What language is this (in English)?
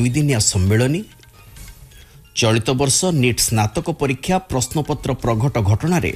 Odia